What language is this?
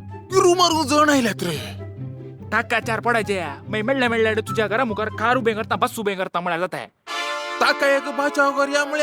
Konkani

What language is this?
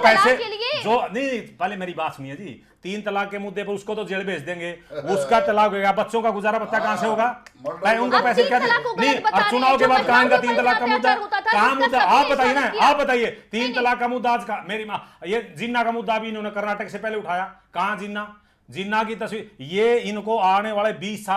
Hindi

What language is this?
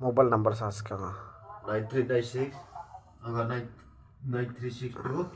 Kok Borok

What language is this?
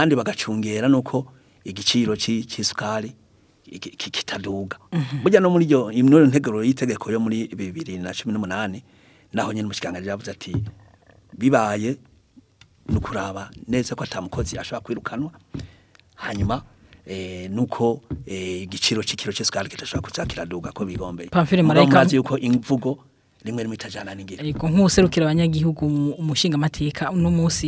Rundi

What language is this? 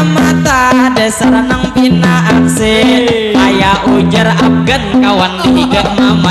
Banjar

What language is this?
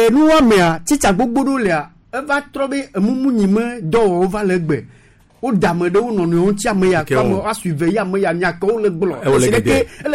Gen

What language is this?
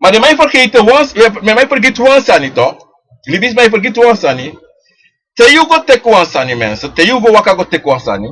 Sranan Tongo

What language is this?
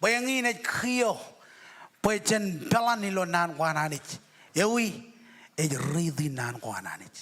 Marshallese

